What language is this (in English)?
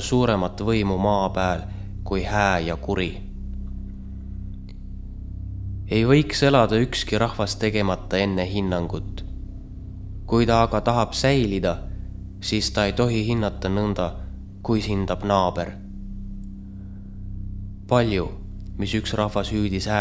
Estonian